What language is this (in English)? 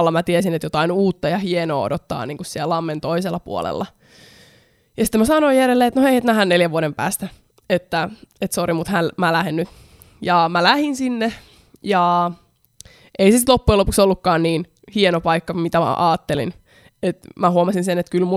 Finnish